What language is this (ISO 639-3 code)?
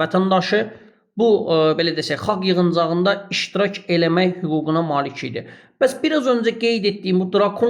aze